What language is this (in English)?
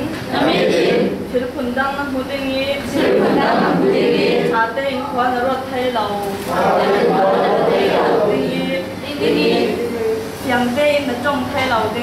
Falam Chin